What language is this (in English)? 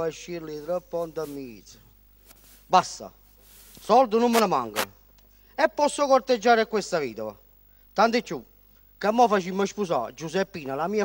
Neapolitan